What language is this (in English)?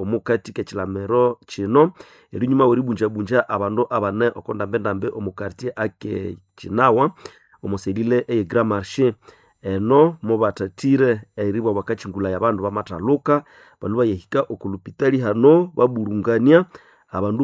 Nande